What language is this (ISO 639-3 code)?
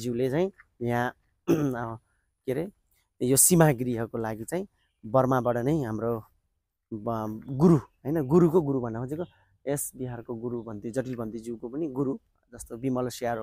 nep